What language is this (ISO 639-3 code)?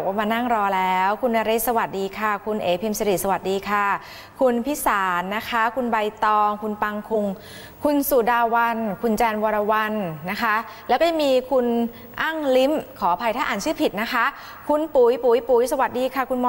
tha